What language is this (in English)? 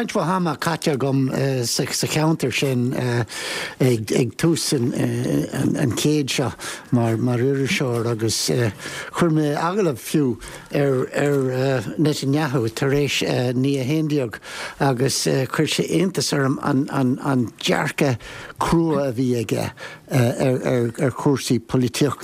Irish